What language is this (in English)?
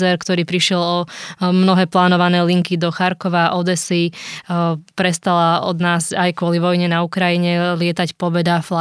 Slovak